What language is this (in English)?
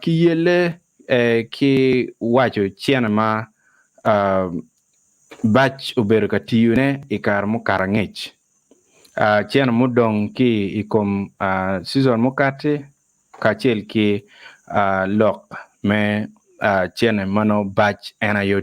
Acoli